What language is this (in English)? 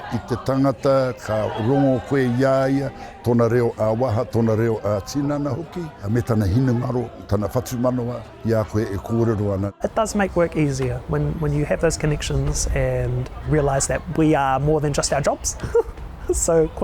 Māori